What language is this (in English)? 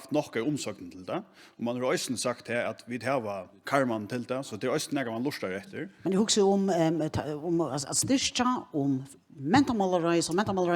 Faroese